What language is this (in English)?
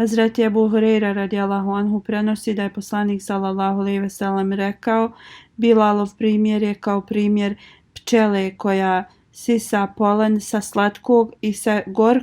Bosnian